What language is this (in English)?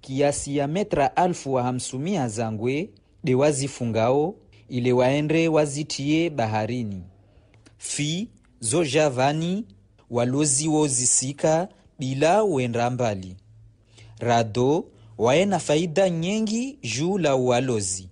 Ngazidja Comorian